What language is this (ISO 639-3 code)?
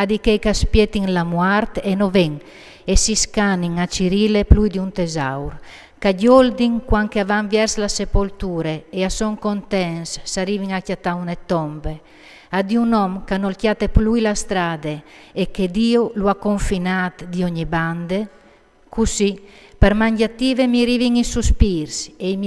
fur